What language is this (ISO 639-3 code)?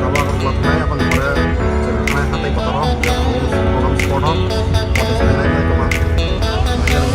trp